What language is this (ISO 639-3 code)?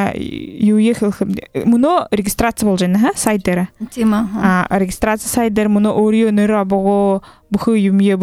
bua